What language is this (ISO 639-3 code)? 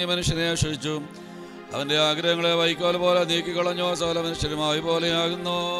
mal